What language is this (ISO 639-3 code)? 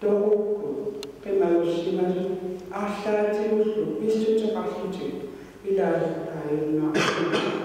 kal